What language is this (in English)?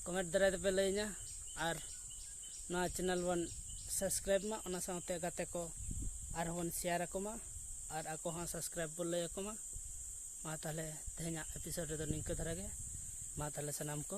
Santali